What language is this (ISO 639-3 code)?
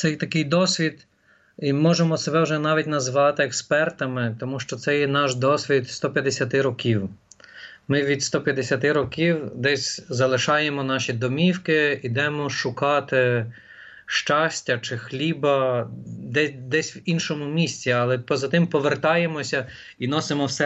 ukr